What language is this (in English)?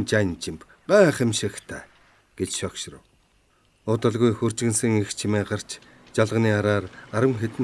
Mongolian